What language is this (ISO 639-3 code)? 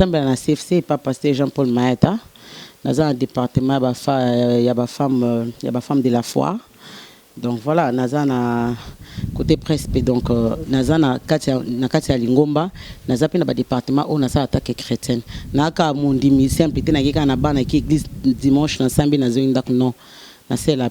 lin